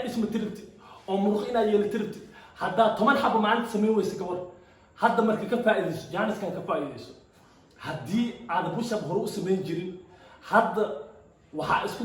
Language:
Somali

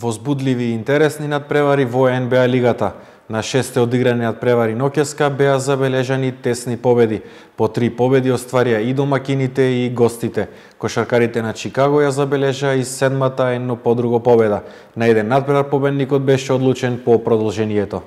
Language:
Macedonian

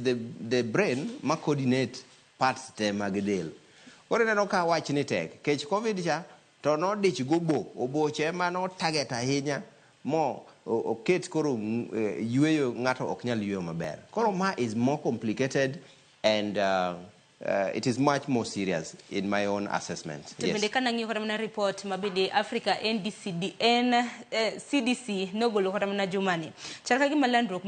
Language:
Luo (Kenya and Tanzania)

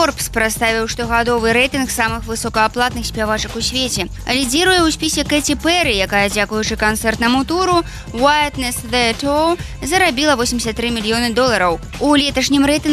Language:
Belarusian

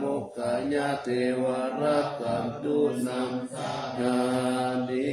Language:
Pali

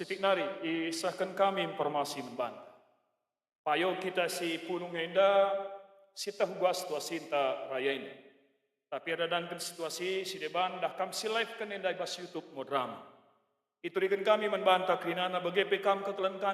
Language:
Batak Karo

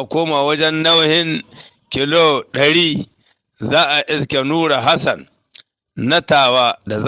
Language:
Hausa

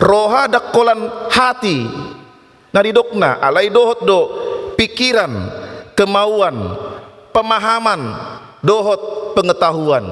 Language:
Batak Toba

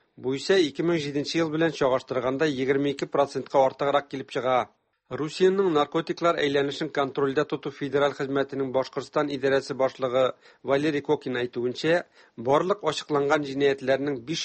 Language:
Tatar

